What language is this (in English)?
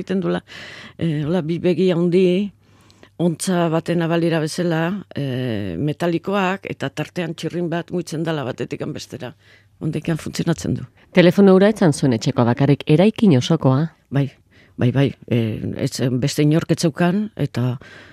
Basque